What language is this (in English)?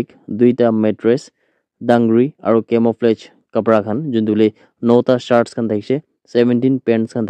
Naga Pidgin